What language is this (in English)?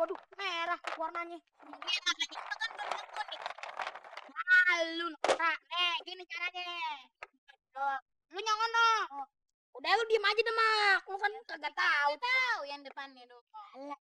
Betawi